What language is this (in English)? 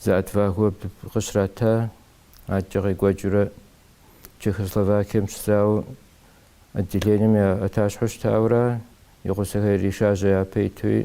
Kabardian